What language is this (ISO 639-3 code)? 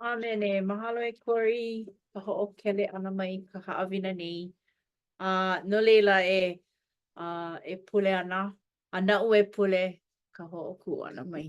haw